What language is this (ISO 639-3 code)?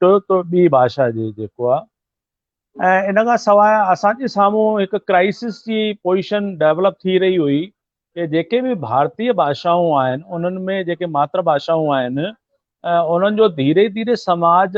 snd